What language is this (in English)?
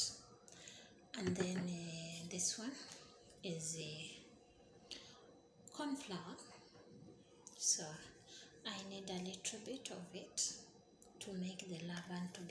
English